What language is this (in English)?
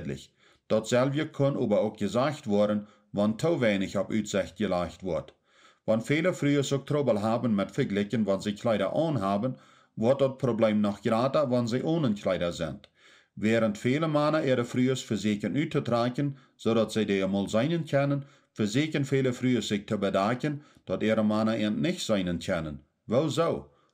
Plautdietsch